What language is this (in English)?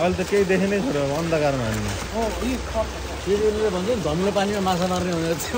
Nepali